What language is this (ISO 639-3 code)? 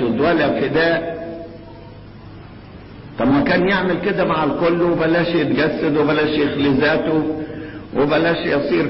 arz